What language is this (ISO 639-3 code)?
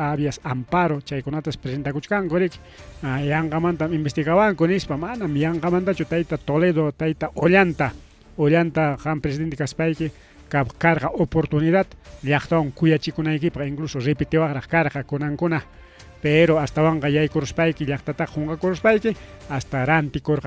quy